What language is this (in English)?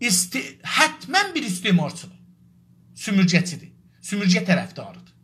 South Azerbaijani